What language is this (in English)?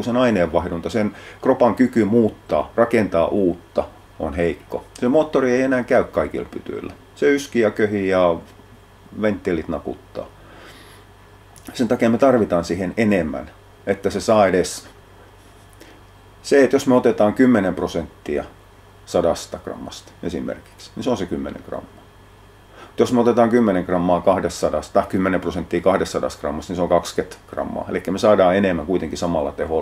Finnish